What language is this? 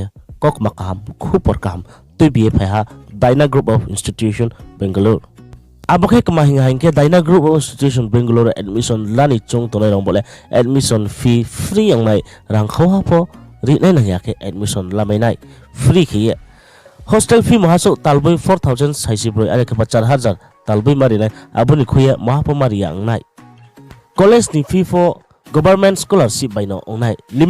Riang (India)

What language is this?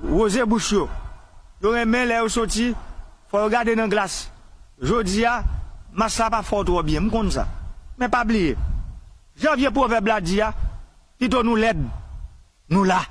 Haitian Creole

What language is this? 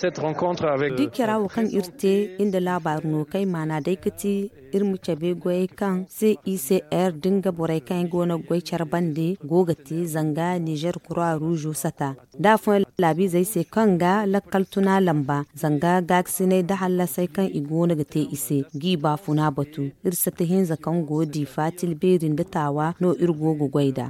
Zarma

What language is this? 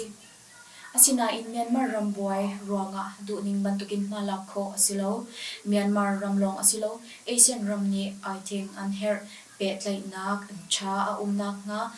Hakha Chin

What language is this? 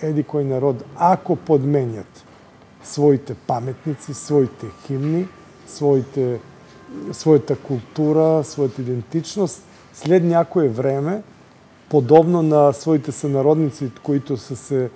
Bulgarian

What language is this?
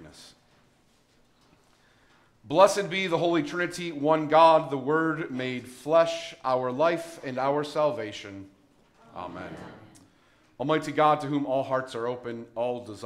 English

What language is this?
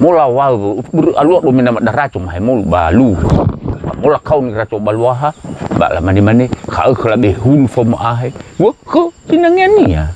Nias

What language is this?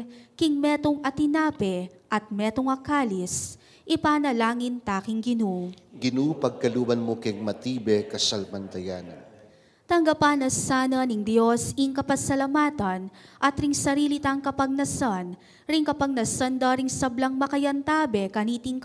Pampanga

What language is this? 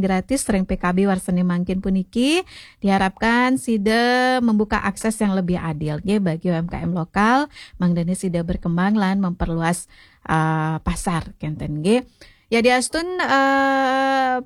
Balinese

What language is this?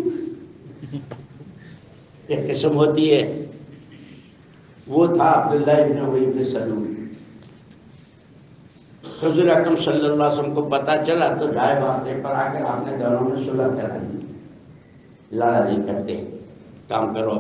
Urdu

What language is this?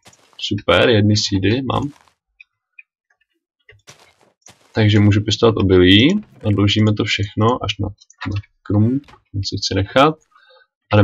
Czech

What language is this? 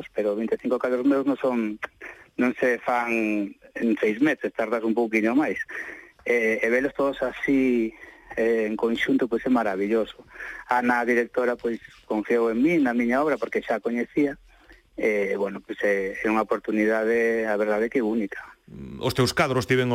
Galician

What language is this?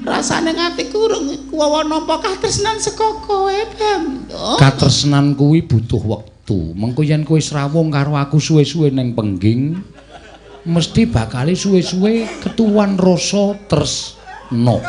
Javanese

